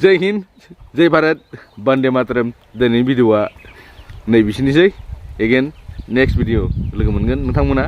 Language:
Bodo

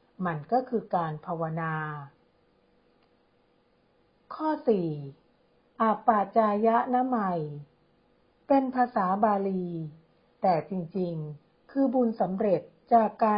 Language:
Thai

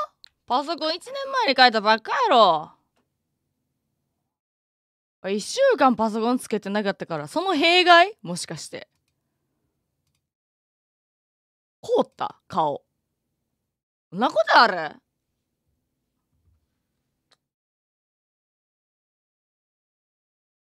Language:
Japanese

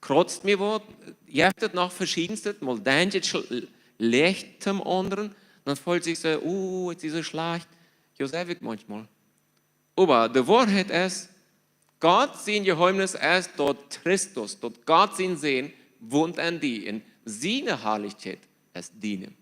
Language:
Plautdietsch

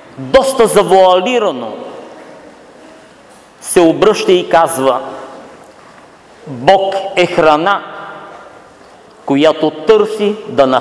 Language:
Bulgarian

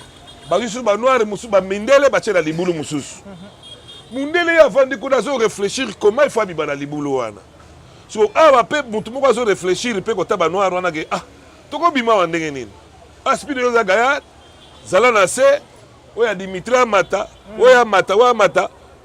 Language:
Lingala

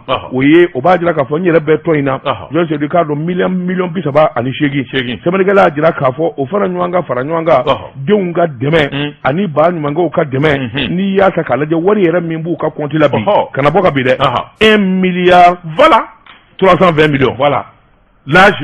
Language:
Bambara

